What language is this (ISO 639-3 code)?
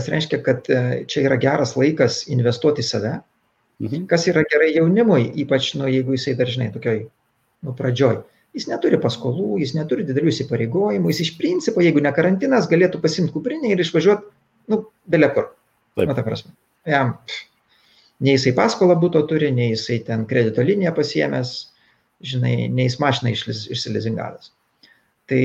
lit